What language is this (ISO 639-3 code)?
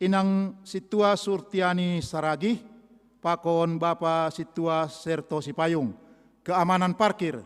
bts